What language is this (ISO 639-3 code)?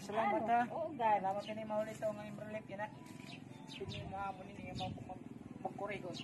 war